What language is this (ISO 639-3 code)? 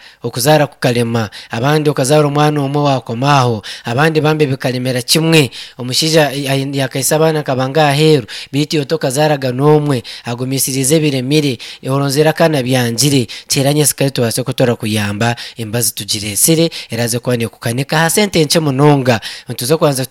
nyn